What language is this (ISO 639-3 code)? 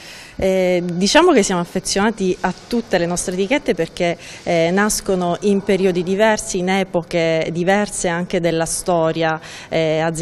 ita